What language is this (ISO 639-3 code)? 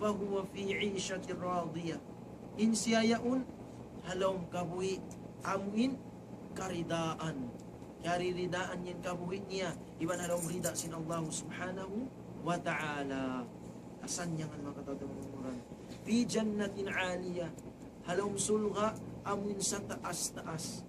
tsg